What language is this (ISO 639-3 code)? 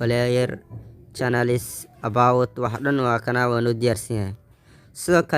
som